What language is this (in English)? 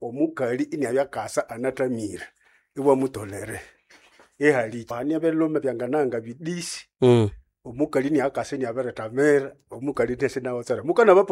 Nande